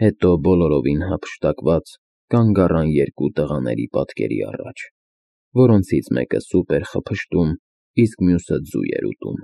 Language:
Armenian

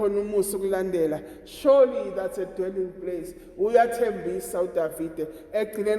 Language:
Zulu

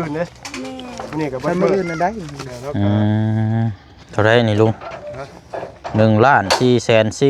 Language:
Lao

